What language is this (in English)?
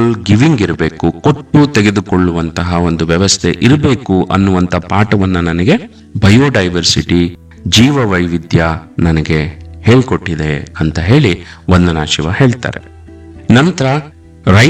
Kannada